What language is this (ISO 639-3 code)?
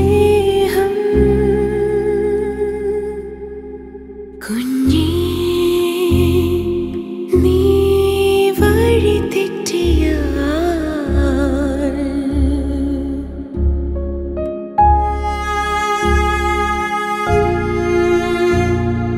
mal